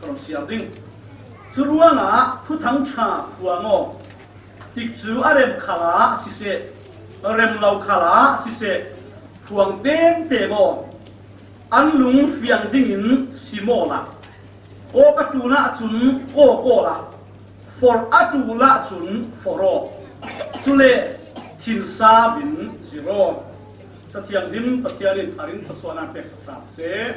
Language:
Falam Chin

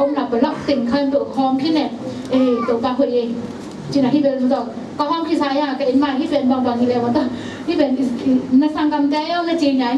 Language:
Tedim Chin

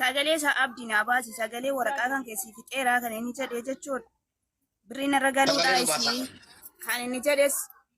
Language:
Oromo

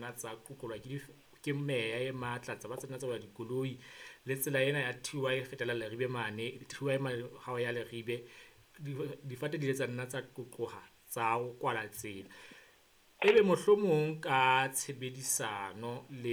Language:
Southern Sotho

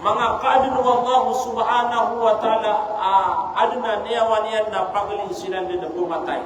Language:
Maranao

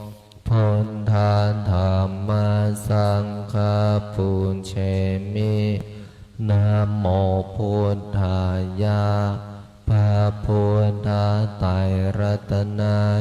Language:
Pali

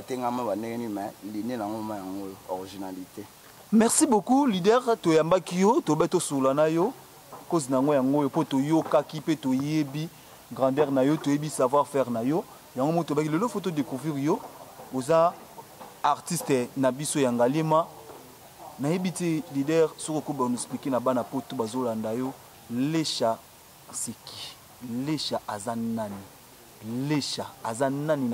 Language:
Lingala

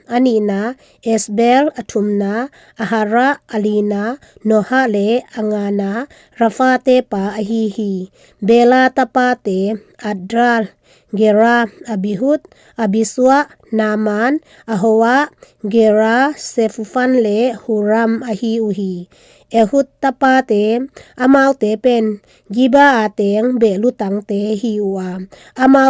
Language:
Tedim Chin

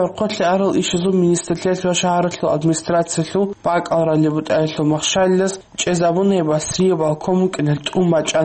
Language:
Avaric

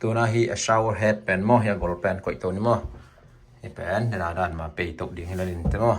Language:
Tedim Chin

